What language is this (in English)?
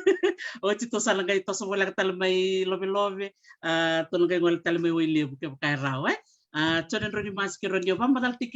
Fijian